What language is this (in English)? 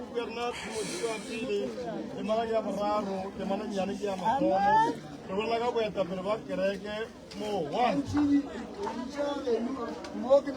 Northern Sotho